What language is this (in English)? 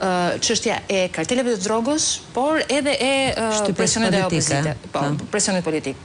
Albanian